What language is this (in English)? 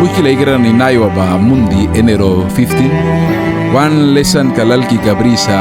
Mískito